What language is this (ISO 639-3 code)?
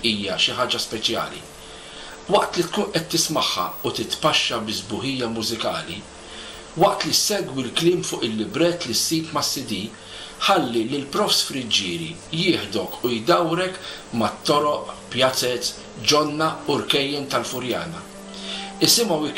mlt